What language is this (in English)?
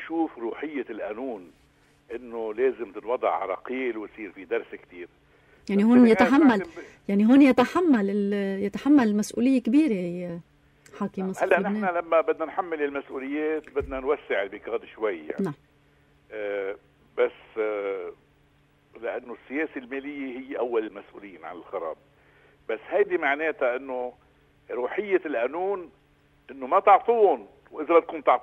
North Levantine Arabic